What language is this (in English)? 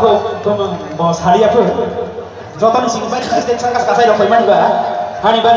Kok Borok